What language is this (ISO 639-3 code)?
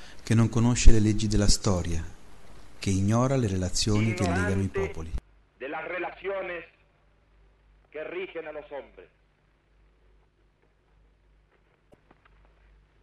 ita